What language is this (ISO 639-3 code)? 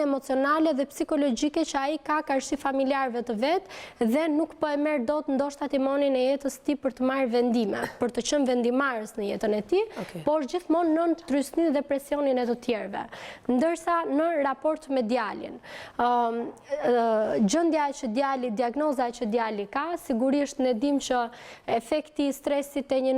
sqi